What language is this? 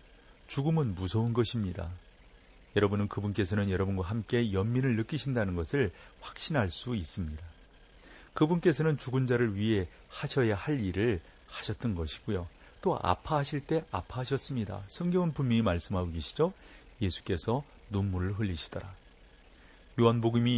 Korean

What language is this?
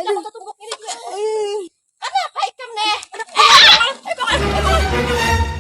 Banjar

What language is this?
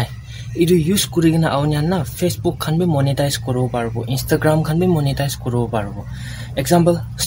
Naga Pidgin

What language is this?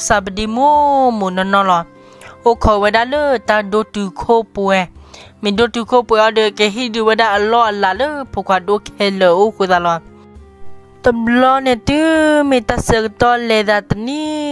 S'gaw Karen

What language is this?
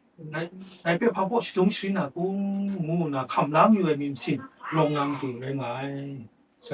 Kachin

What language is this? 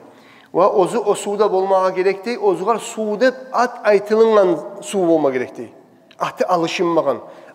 Kumyk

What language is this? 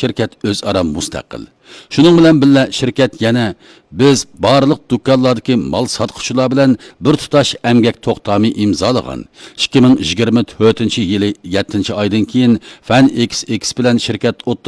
Uyghur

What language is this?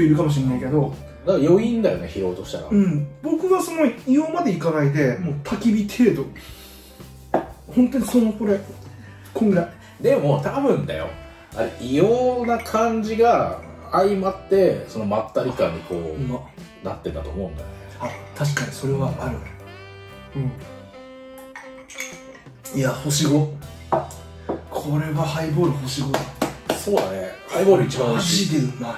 Japanese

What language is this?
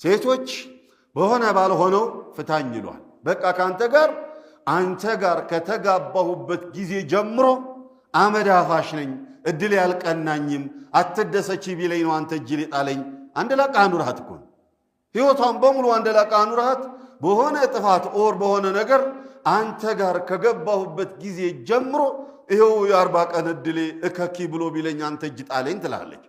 Amharic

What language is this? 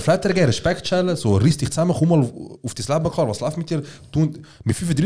Swiss German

